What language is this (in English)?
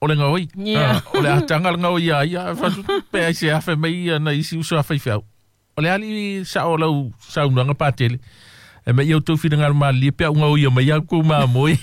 Samoan